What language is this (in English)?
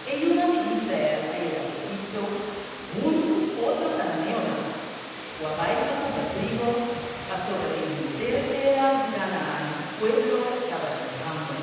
Papiamento